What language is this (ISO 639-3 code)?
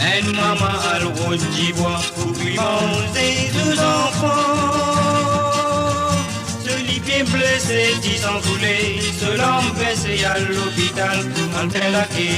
mfe